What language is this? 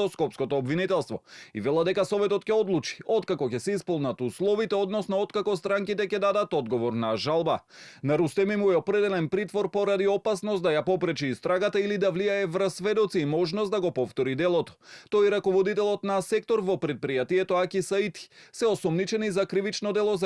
Macedonian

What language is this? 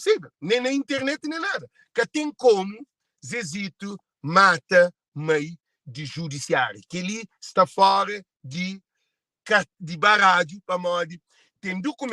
Kabuverdianu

